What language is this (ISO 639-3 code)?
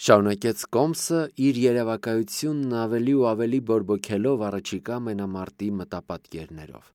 hye